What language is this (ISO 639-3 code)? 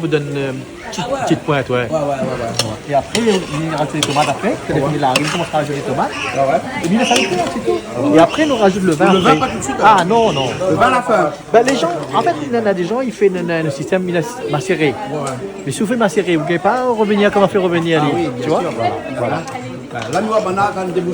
rcf